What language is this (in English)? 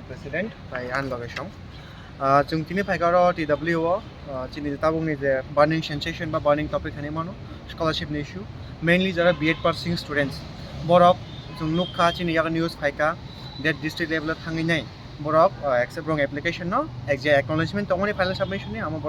Kok Borok